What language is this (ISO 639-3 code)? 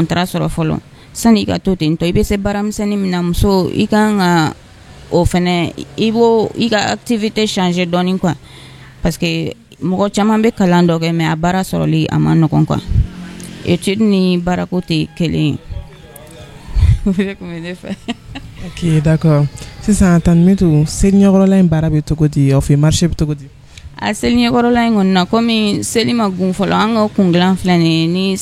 bam